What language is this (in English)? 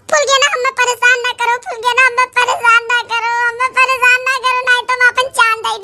Awadhi